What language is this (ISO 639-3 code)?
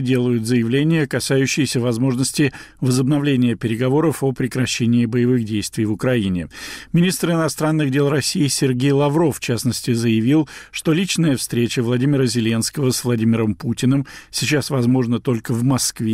rus